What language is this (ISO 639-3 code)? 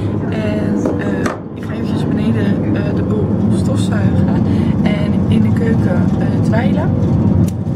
nld